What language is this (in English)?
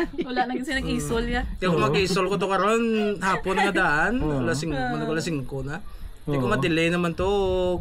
Hiligaynon